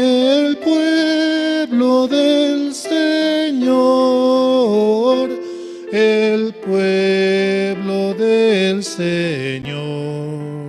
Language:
South Bolivian Quechua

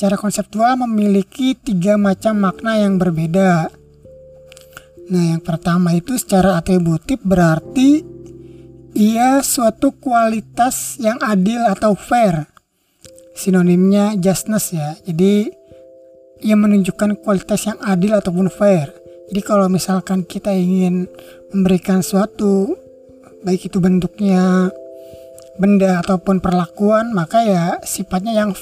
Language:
Indonesian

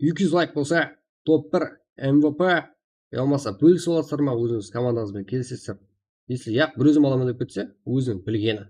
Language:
Kara-Kalpak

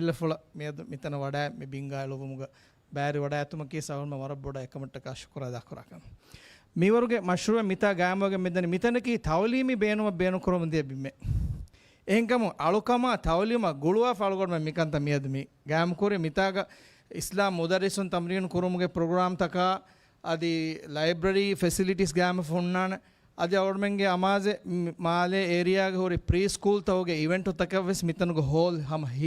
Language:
Divehi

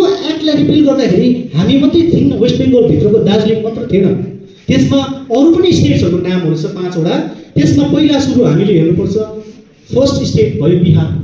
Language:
Nepali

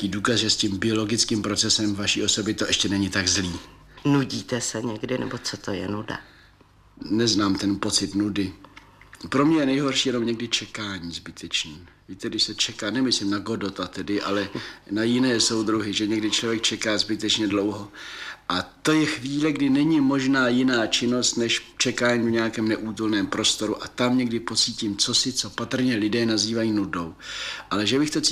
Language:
Czech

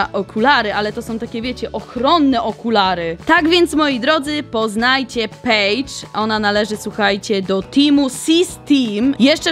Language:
Polish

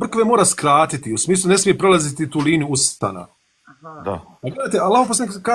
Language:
Bosnian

